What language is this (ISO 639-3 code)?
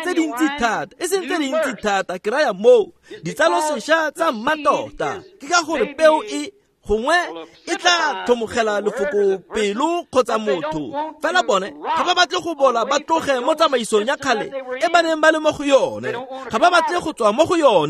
tsn